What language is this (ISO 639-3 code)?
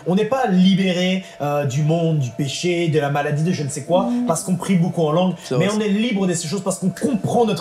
fra